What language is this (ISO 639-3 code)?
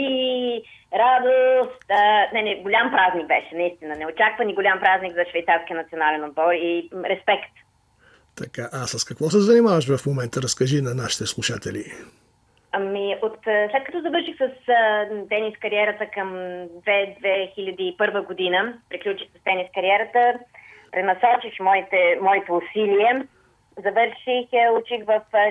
bul